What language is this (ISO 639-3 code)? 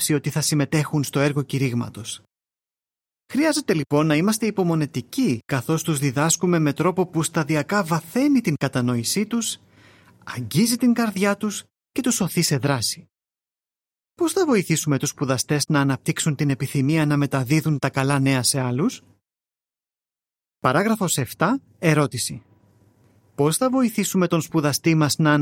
ell